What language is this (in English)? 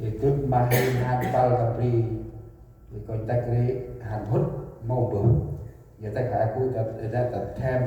Central Mnong